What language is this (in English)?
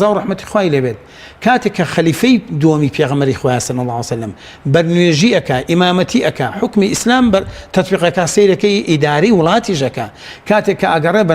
Central Kurdish